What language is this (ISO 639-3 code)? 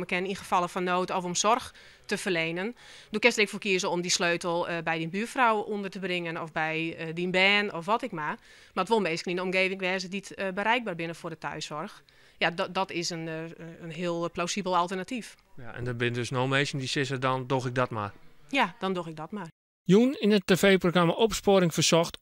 fry